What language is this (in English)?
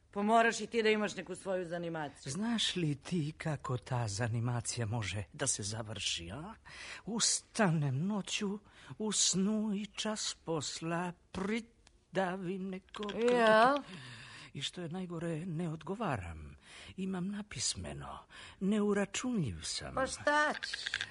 Serbian